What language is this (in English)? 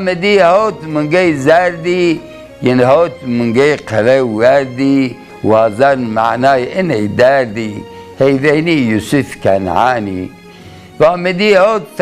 Zaza